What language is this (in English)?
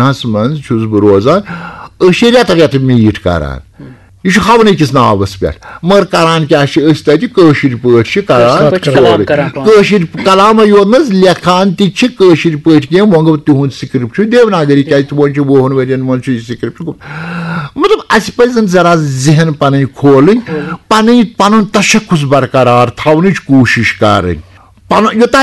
Kashmiri